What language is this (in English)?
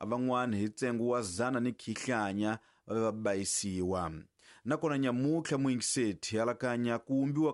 Tsonga